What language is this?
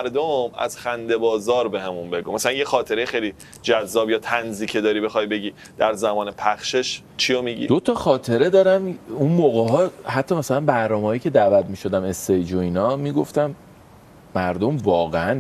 Persian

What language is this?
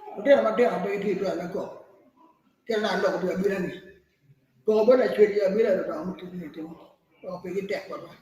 Acoli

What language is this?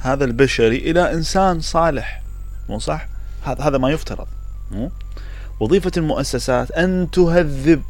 Mesopotamian Arabic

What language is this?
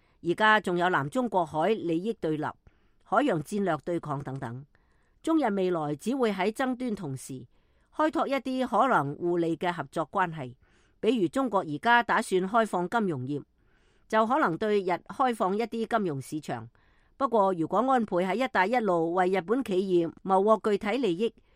Cantonese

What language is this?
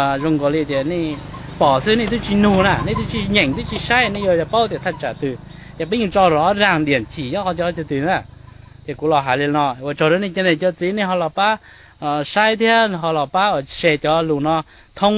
Hmong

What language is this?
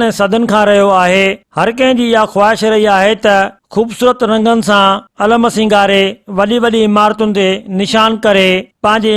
Sindhi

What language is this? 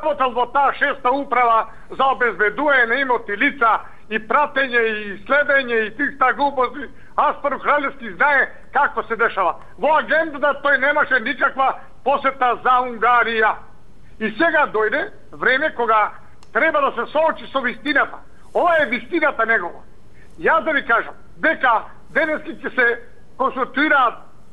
Macedonian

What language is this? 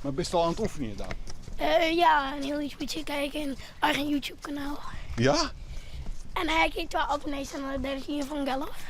Western Frisian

